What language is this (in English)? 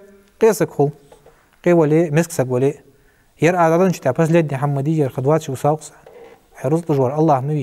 Ingush